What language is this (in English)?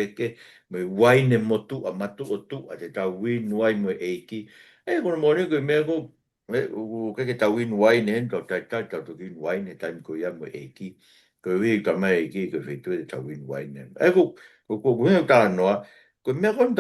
Tongan